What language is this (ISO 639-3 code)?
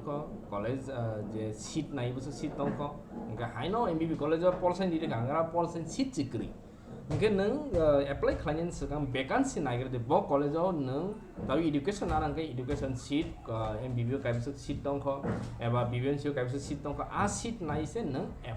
trp